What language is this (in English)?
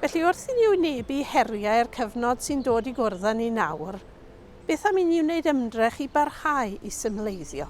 Welsh